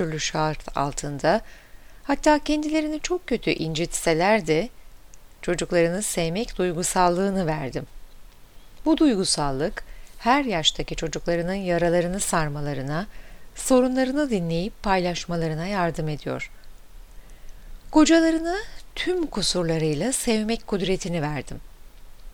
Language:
Turkish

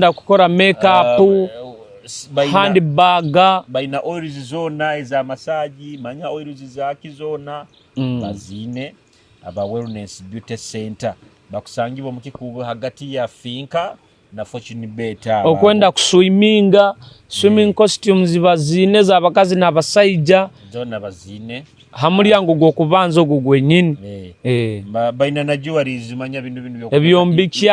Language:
Nyoro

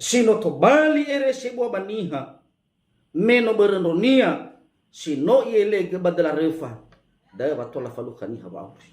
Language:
Nias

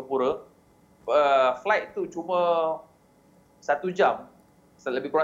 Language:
Malay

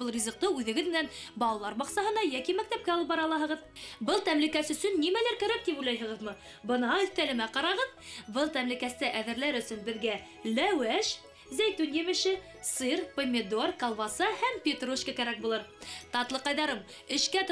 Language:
Bashkir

